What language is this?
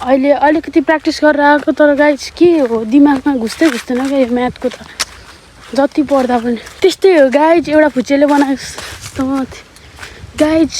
Nepali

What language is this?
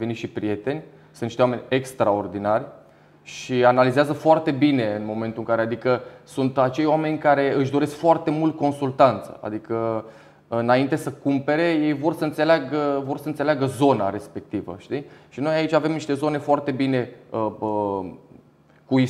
Romanian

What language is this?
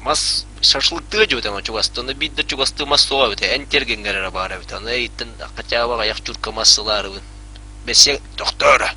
Yakut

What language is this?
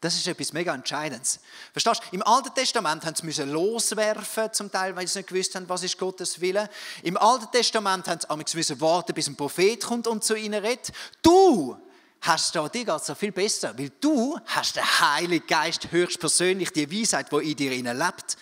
Swiss German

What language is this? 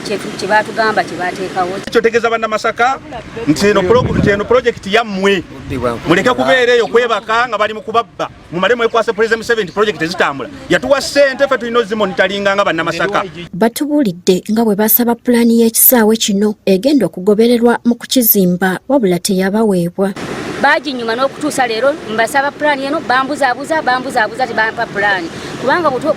Ganda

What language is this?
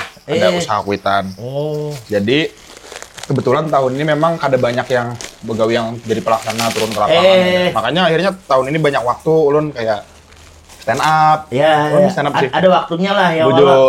Banjar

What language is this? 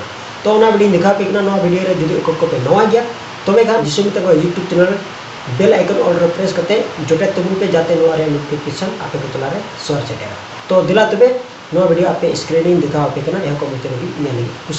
Santali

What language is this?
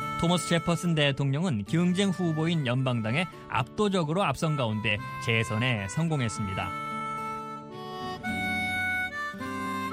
Korean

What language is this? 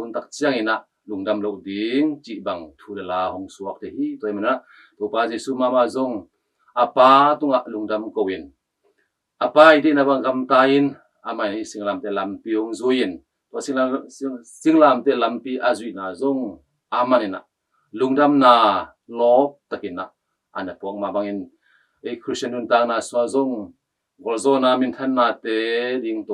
Tedim Chin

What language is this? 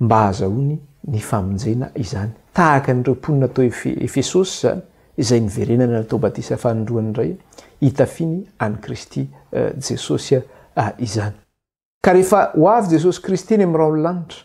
Malagasy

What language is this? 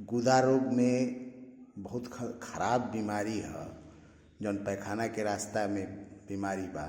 Bhojpuri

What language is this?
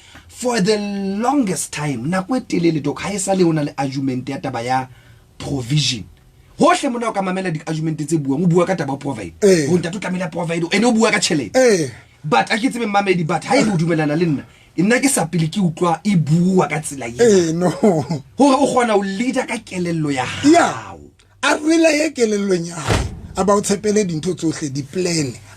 Southern Sotho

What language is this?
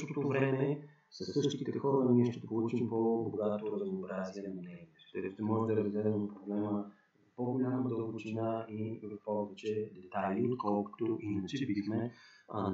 Bulgarian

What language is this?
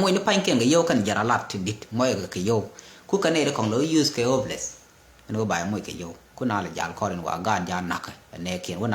Nuer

